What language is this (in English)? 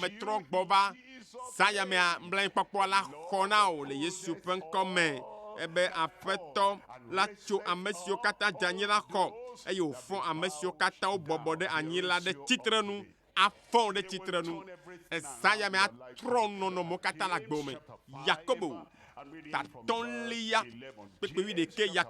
Ewe